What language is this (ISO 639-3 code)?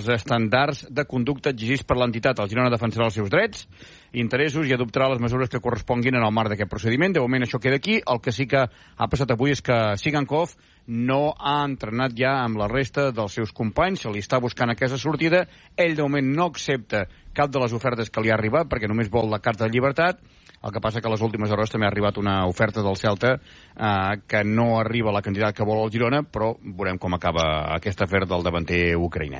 cat